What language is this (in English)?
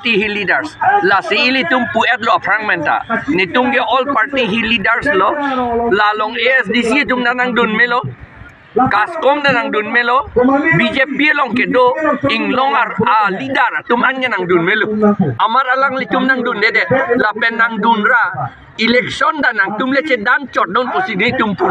Karbi